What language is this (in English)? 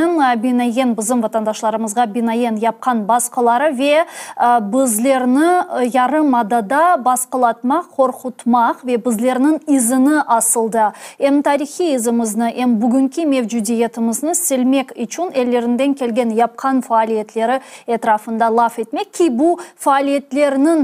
Crimean Tatar